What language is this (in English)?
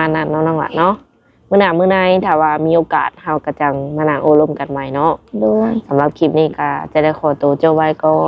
Lao